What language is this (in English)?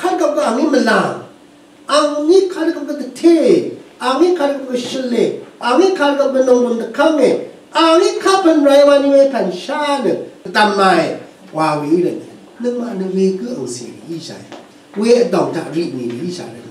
Rawang